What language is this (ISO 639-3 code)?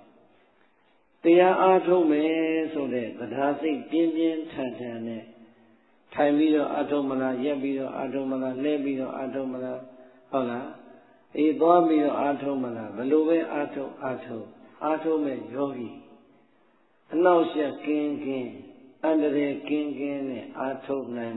mya